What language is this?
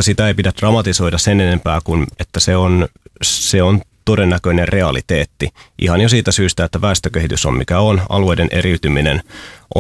Finnish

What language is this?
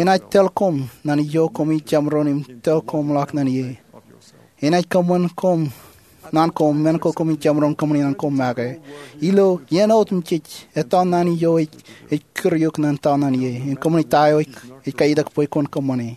Marshallese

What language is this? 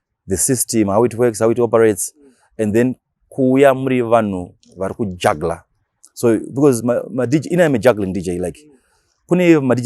Shona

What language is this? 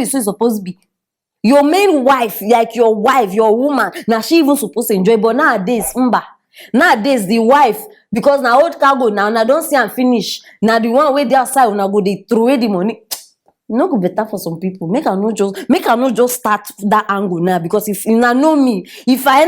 Nigerian Pidgin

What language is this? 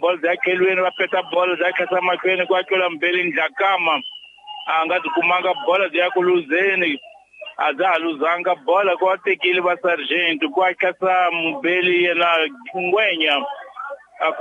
Tsonga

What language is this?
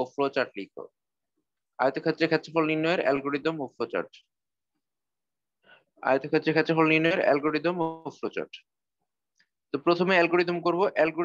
Bangla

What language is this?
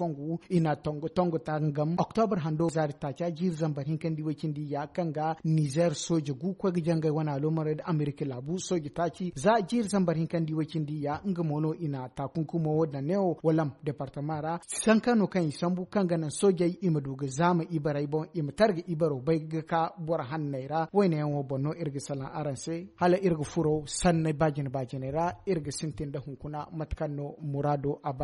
Zarma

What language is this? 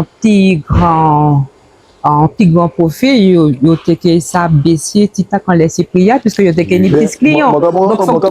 Guadeloupean Creole French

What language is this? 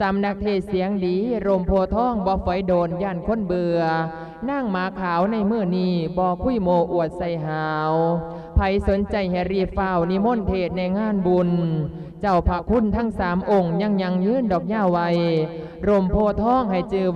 Lao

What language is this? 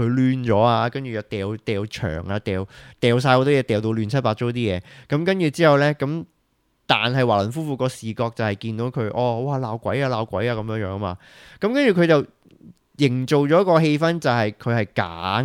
Cantonese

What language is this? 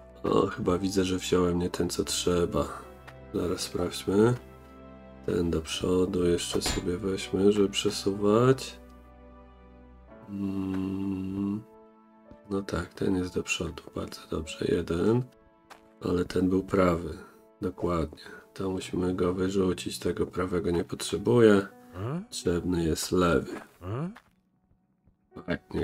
Polish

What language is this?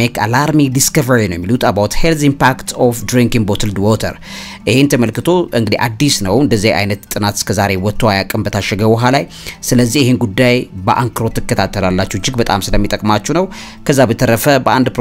Amharic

